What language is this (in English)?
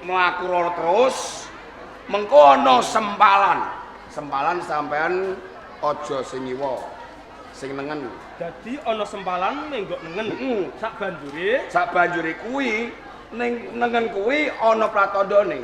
Javanese